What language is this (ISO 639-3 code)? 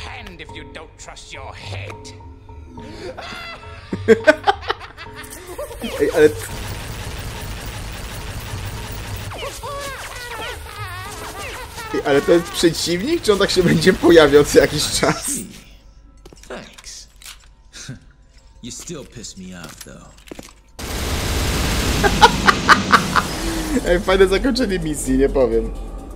pol